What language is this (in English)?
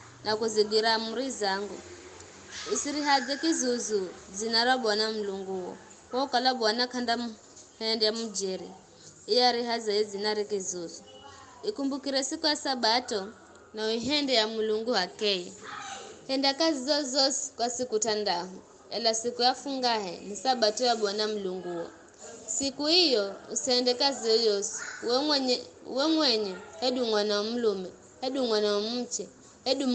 Giryama